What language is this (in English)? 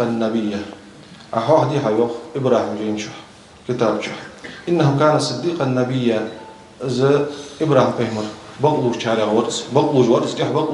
Ingush